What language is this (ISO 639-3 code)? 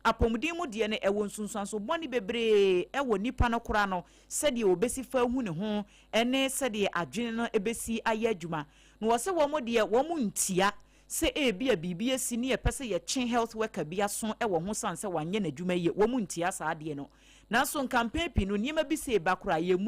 aka